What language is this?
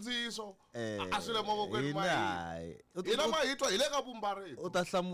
Tsonga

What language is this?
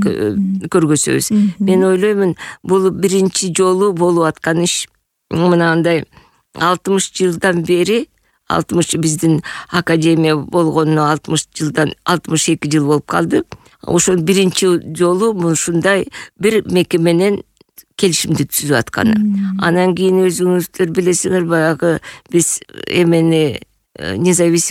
Kyrgyz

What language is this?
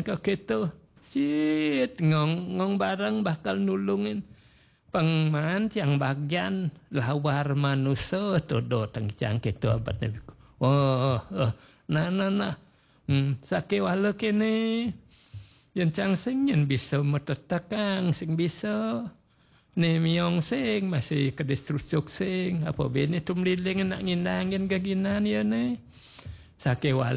Balinese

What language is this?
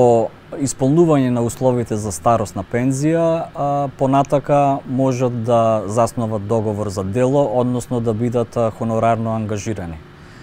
Macedonian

